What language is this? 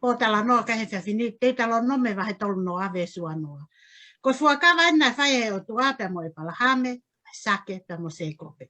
Tongan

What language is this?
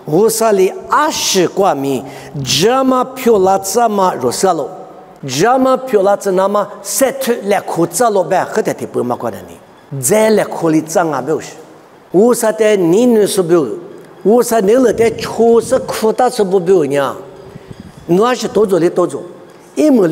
Lisu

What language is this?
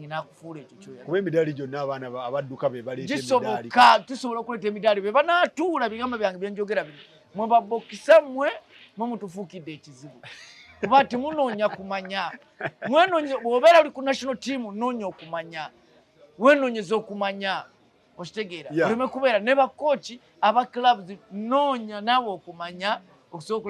Ganda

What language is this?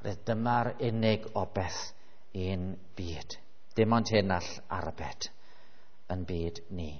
Welsh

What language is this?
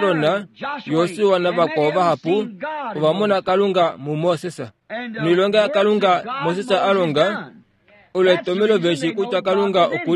Kuanyama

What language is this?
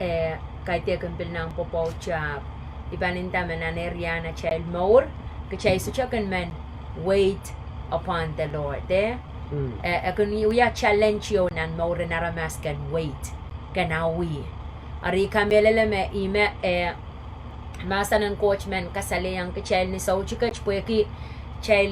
Pohnpeian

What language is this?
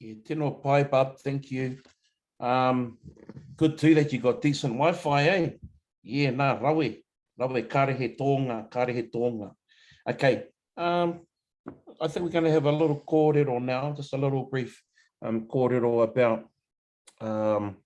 Māori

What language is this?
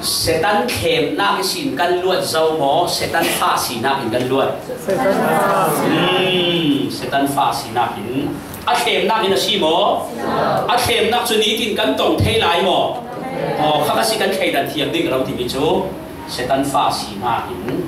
Falam Chin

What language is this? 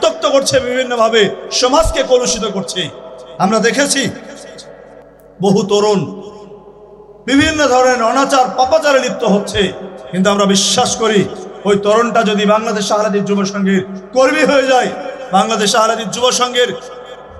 Bangla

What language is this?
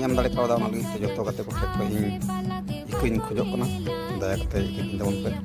Santali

